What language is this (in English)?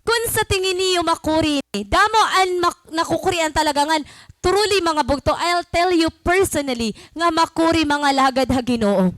Waray